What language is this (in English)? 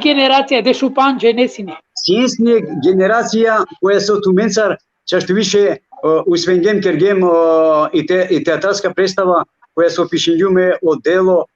Balkan Romani